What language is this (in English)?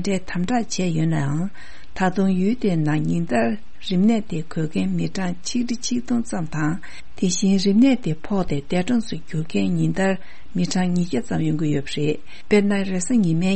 Tibetan